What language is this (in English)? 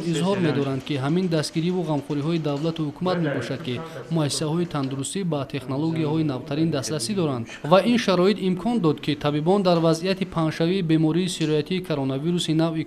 Tajik